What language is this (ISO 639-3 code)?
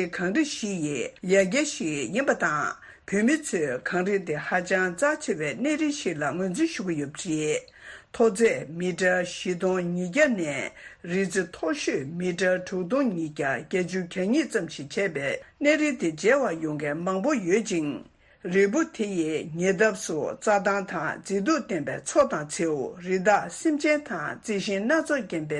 bod